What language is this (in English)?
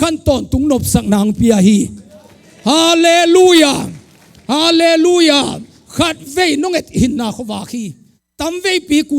Tedim Chin